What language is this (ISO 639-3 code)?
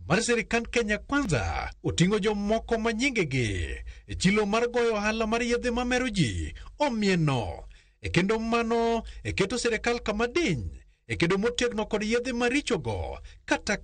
luo